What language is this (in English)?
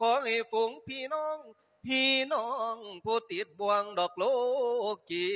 Lao